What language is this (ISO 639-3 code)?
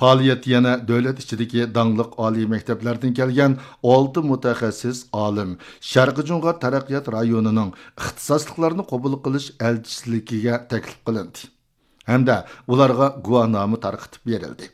uig